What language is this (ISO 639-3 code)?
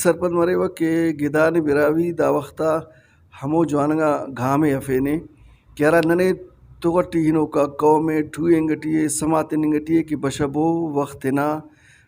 brh